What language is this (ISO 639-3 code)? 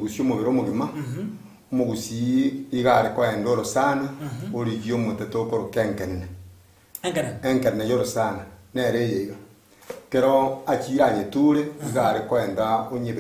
guz